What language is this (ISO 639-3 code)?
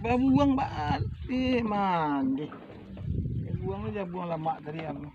min